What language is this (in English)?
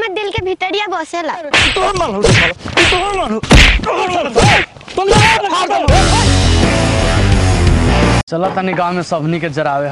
Bhojpuri